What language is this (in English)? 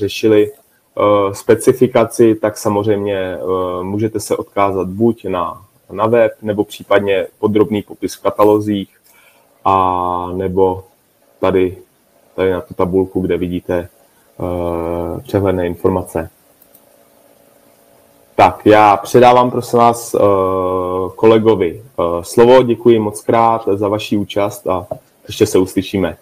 Czech